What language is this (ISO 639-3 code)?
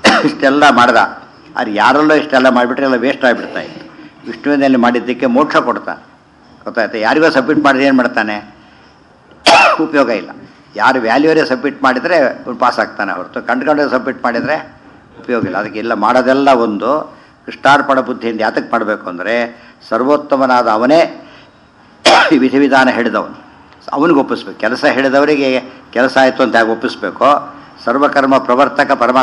kan